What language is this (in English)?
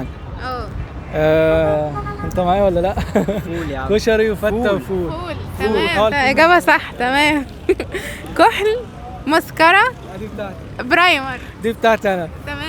Egyptian Arabic